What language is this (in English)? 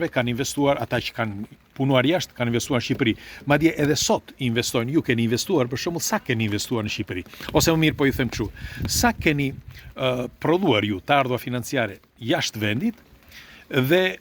Albanian